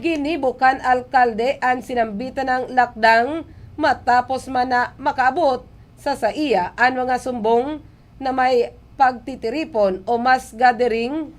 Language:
Bikol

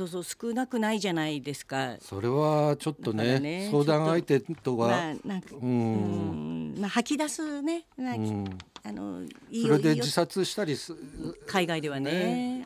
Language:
Japanese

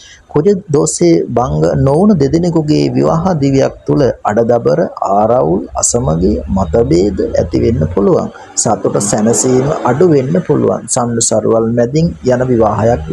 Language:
Sinhala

